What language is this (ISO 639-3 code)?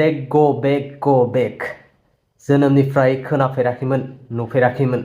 brx